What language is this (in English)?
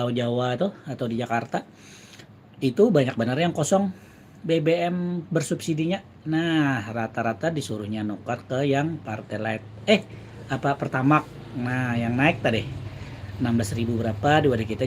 Banjar